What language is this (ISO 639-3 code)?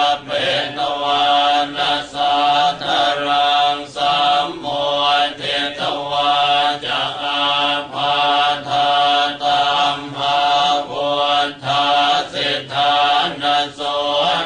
pli